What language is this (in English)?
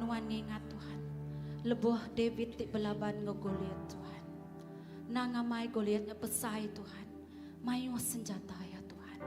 Iban